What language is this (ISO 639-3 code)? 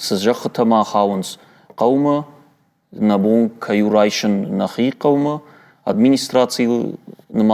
oss